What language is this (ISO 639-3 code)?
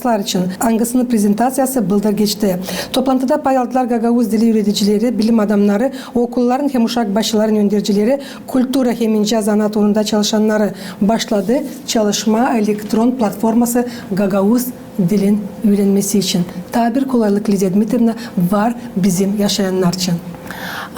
gag